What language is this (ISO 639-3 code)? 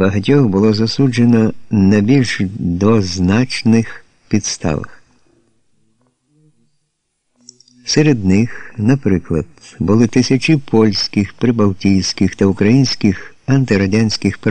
ukr